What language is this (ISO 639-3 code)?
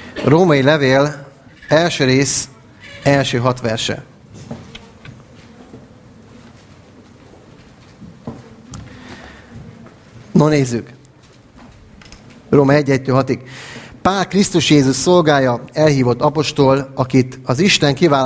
hun